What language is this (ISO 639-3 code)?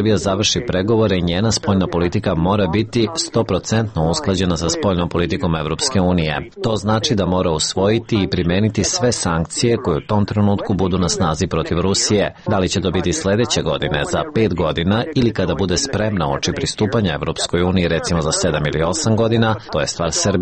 srp